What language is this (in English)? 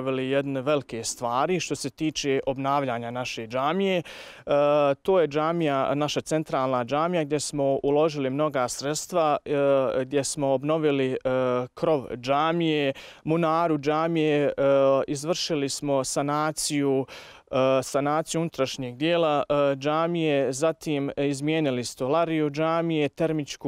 Bosnian